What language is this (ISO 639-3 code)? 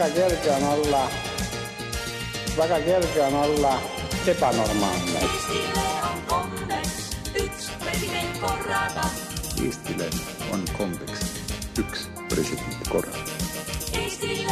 est